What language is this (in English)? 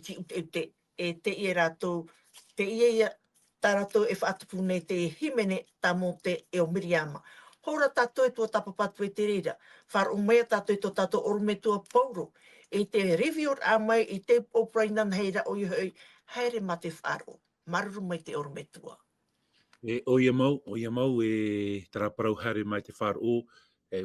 Tahitian